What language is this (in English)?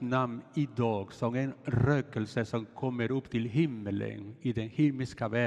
Swedish